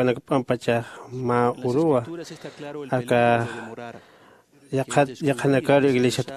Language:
Aymara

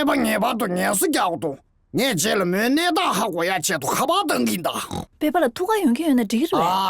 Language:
Tibetan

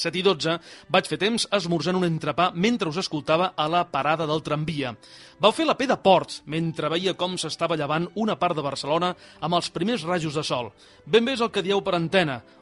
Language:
Catalan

